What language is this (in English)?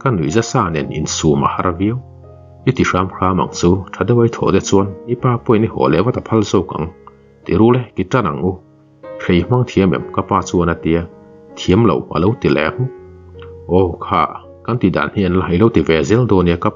Mizo